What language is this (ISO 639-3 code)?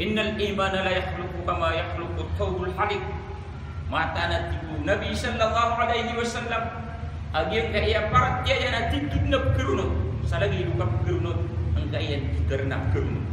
mrw